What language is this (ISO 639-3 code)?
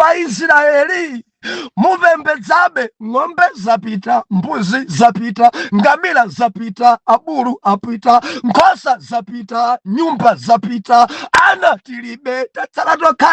nya